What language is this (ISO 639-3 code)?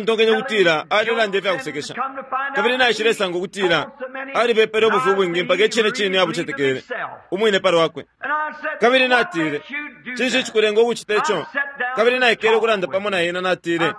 bem